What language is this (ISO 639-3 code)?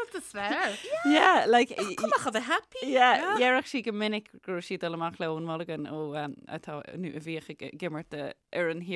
gle